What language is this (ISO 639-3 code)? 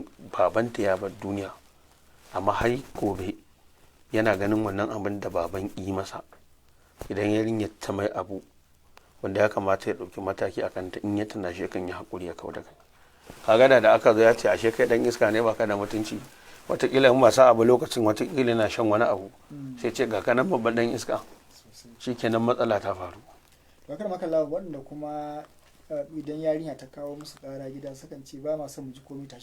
hau